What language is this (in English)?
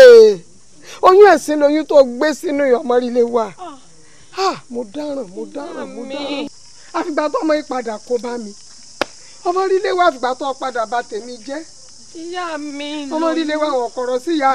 Yoruba